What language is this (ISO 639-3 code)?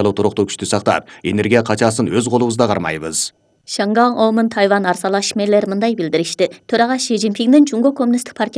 kir